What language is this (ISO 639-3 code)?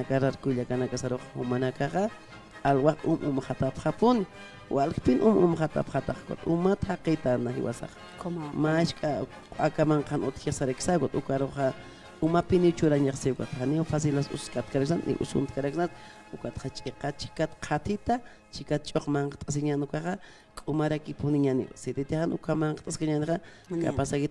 aym